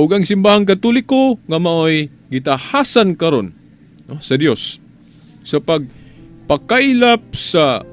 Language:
Cebuano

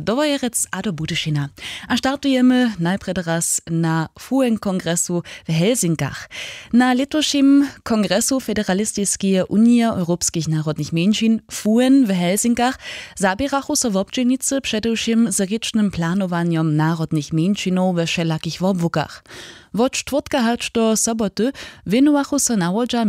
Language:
Upper Sorbian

